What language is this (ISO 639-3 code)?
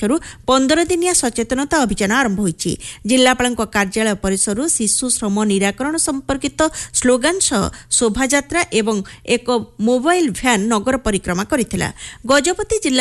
ori